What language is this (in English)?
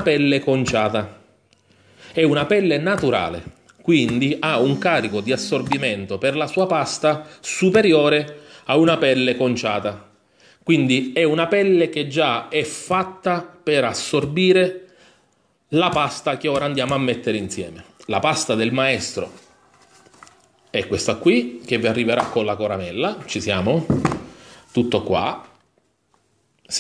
Italian